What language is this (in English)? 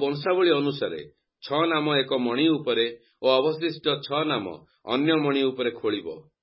Odia